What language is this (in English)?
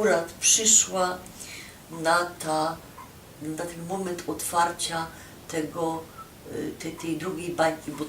Silesian